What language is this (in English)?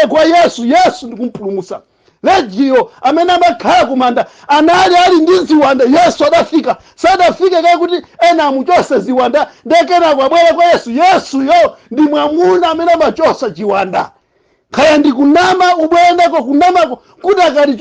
Nyanja